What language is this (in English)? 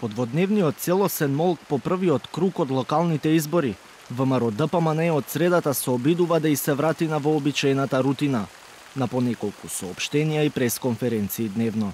Macedonian